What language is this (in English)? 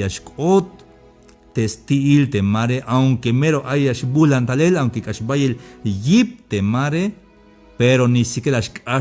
Tzeltal